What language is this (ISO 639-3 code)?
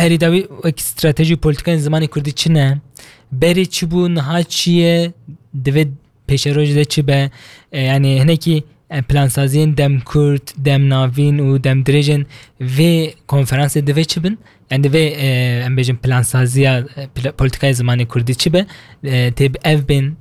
kur